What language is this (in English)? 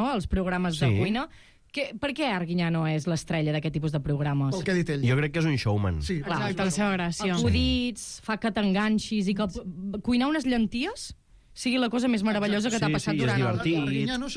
Catalan